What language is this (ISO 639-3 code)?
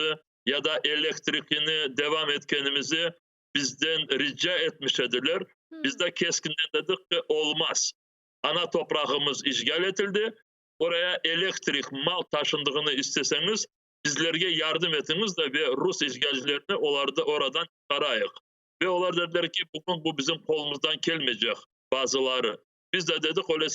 crh